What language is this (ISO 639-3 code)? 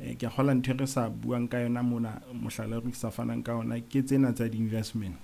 sot